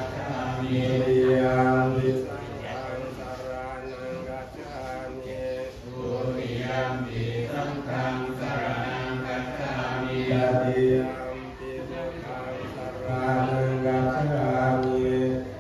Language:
Pali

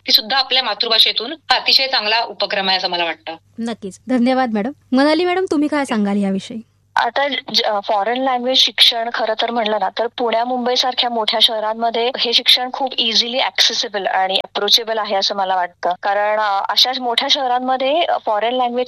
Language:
Marathi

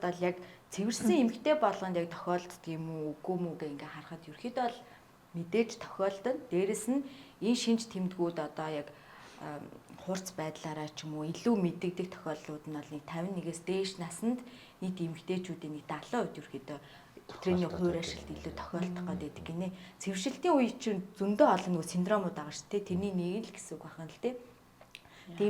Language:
Mongolian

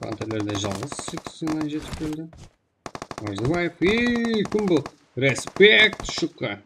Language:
Kara-Kalpak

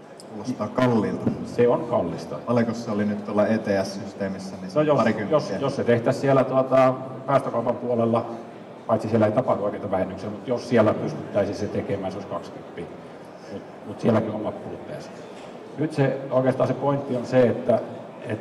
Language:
Finnish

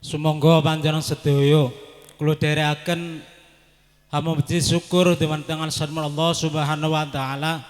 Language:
Javanese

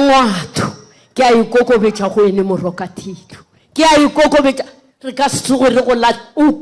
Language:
Northern Sotho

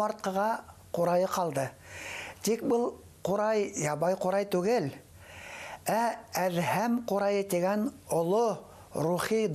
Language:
Bashkir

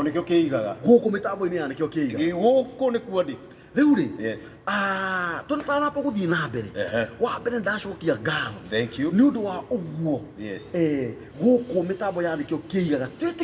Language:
Kikuyu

